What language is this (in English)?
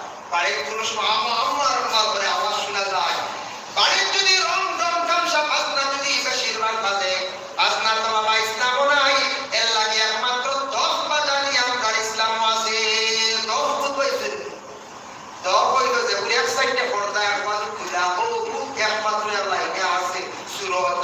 Sylheti